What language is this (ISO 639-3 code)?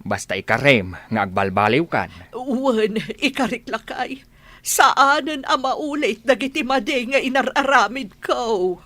ilo